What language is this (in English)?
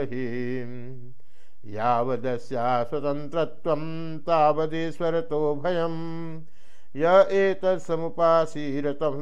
Sanskrit